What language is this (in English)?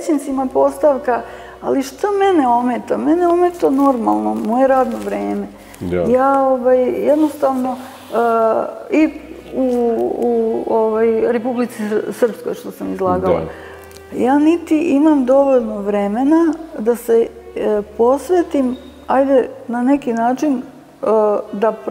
Serbian